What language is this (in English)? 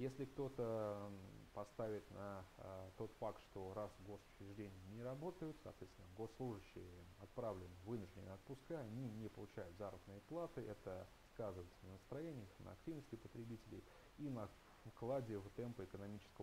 Russian